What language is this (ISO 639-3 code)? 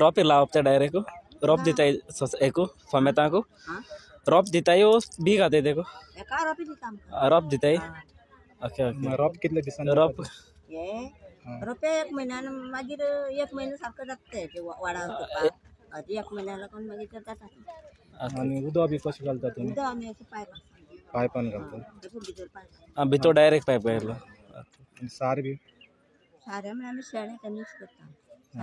kok